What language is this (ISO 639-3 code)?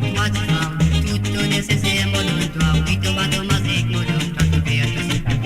mfe